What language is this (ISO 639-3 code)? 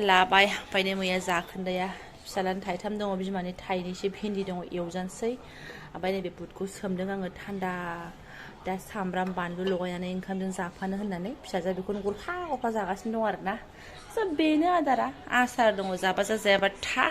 brx